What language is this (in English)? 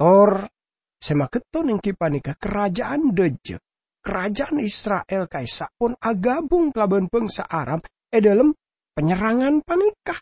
Madurese